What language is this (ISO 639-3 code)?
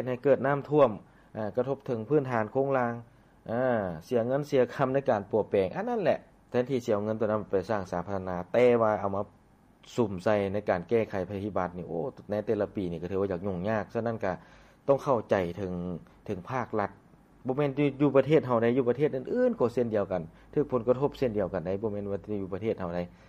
lao